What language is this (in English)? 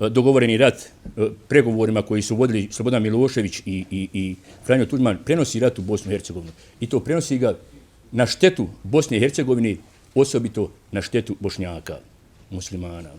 Bosnian